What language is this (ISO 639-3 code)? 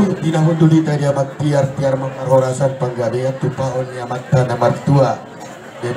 bbc